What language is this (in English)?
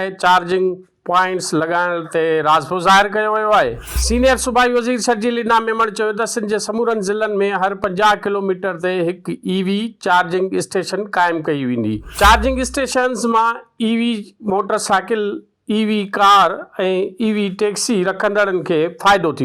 Sindhi